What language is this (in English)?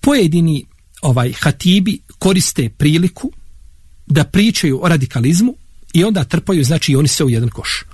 Bosnian